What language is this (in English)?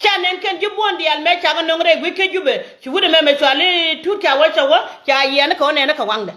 Nuer